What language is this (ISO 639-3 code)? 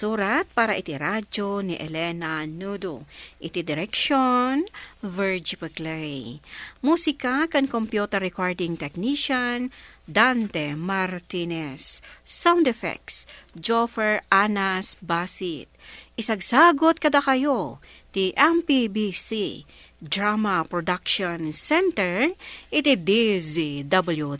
ilo